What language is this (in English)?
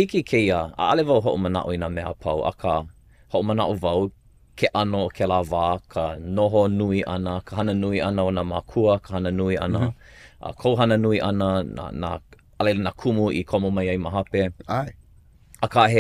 Hawaiian